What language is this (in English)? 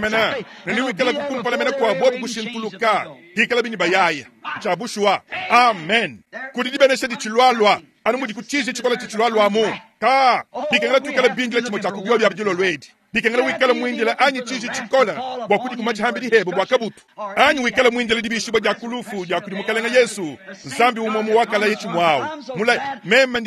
Luba-Lulua